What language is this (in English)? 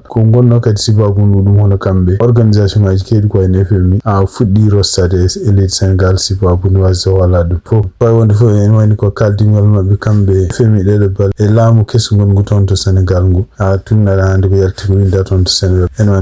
Fula